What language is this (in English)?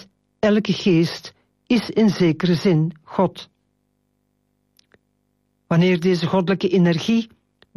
Dutch